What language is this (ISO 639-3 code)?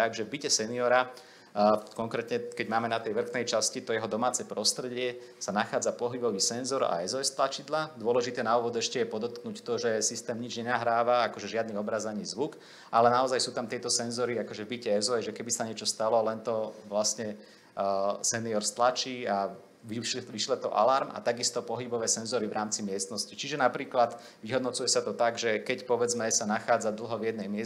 slk